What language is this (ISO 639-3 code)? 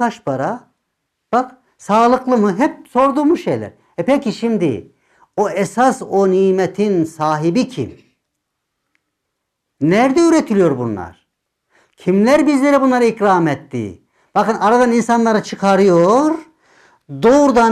tur